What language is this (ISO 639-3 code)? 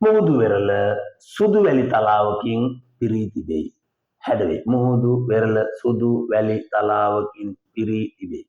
sin